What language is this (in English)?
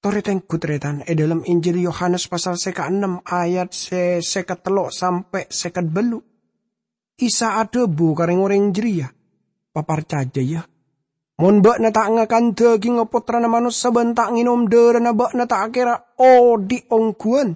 Madurese